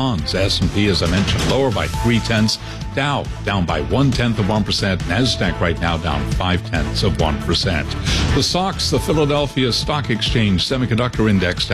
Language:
English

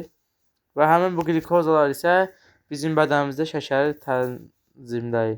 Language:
Azerbaijani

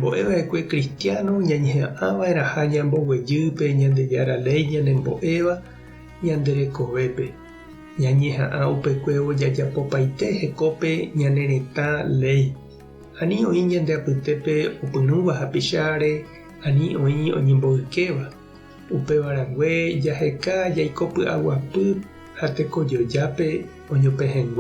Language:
Guarani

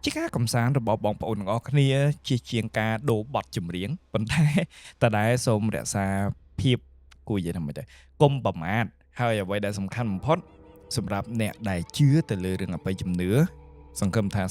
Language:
Khmer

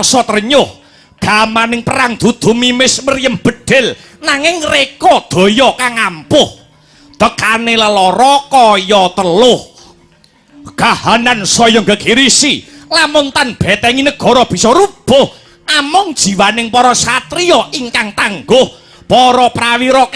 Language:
Javanese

